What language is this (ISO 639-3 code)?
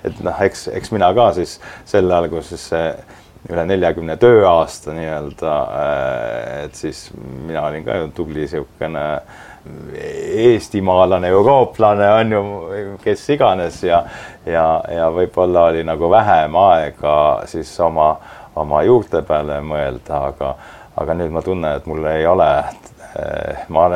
est